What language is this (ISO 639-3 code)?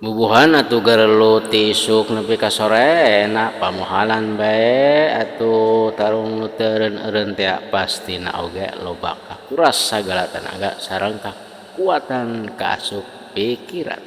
sun